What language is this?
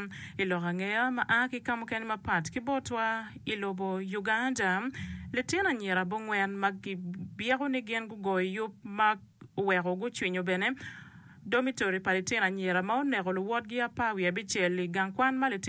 Acoli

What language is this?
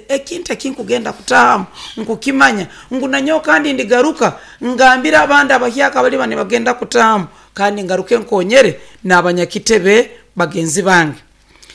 Nyoro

